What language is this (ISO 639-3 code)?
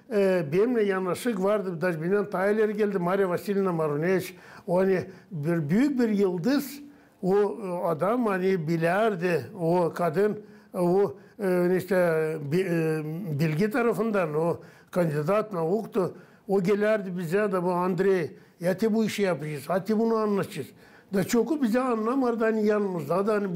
gag